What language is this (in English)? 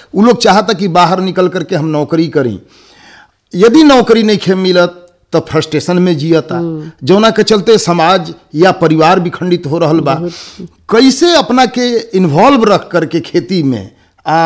Bhojpuri